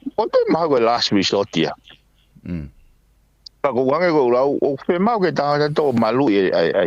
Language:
Tongan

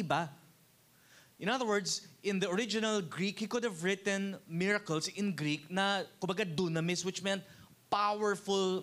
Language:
Filipino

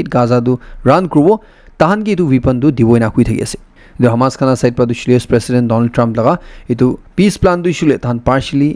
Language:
Naga Pidgin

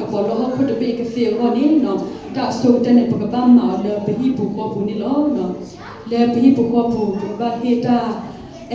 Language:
S'gaw Karen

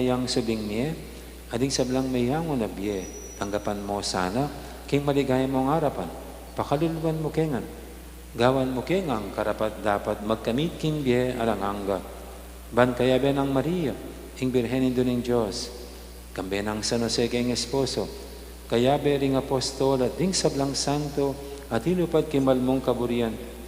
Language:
Pampanga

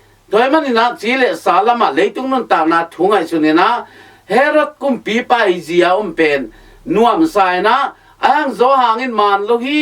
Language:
Tedim Chin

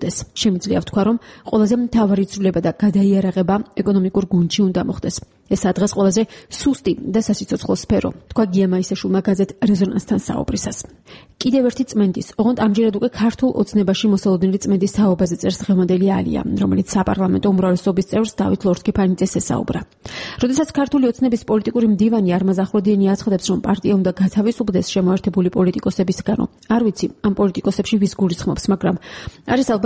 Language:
Georgian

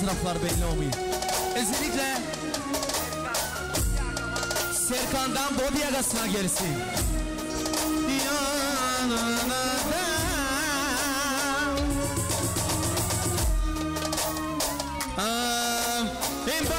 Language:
Turkish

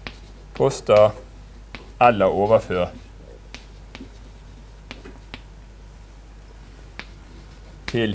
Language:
Norwegian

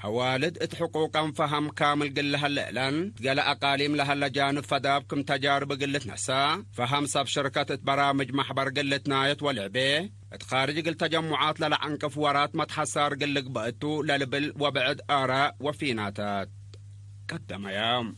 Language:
Tigre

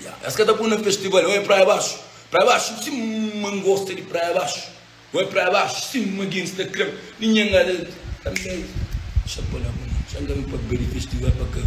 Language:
Kabuverdianu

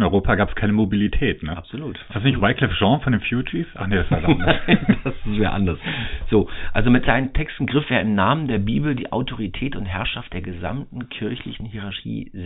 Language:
German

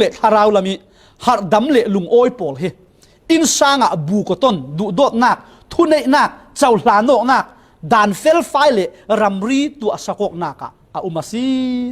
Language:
Falam Chin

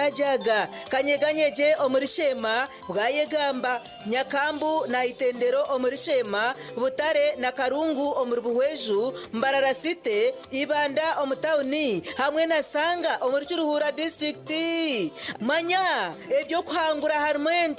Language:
Nyankole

